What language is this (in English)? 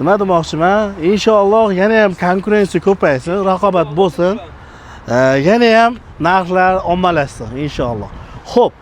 Uzbek